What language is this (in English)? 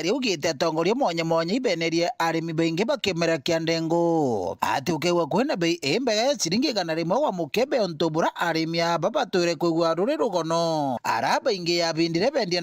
Meru